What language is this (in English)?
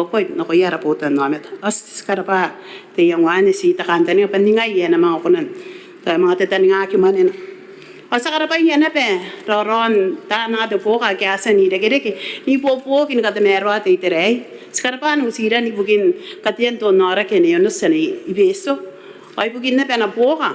Gilbertese